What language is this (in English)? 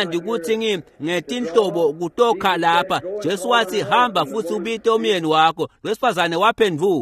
Swati